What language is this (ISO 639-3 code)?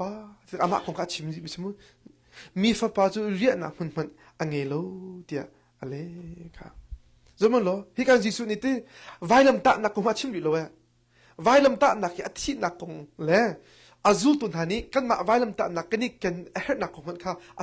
cnh